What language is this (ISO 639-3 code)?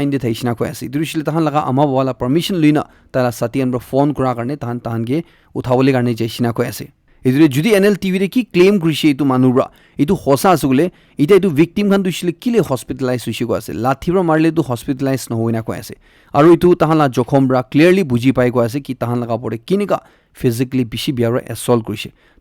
nag